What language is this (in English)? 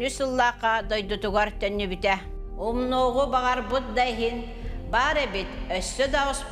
Yakut